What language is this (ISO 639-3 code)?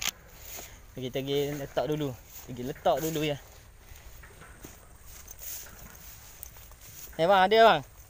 msa